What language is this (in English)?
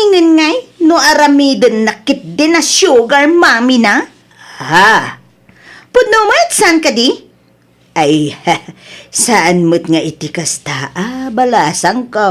Iloko